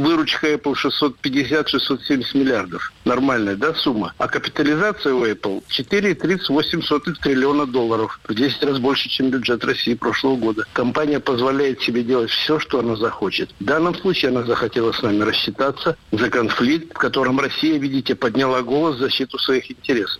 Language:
Russian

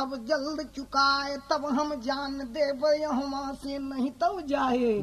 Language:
Bhojpuri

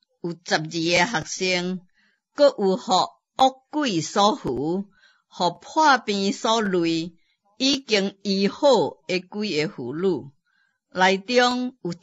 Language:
Min Nan Chinese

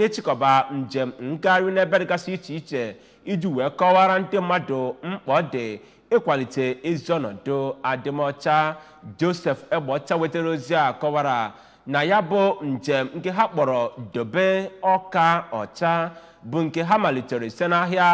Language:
Igbo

